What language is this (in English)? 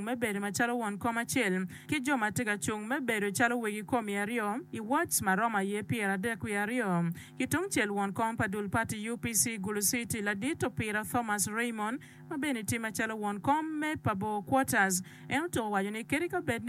Acoli